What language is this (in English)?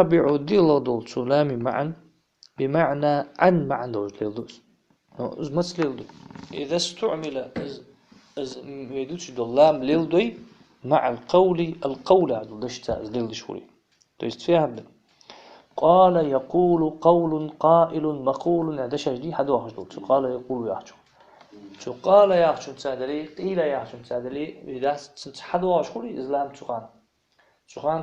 Ingush